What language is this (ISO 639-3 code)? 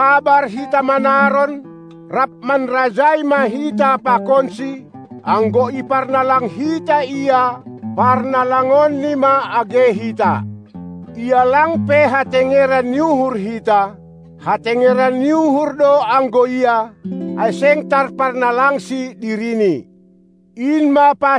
bts